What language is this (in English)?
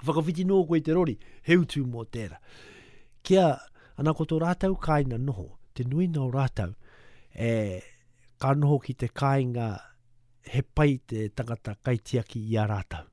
Māori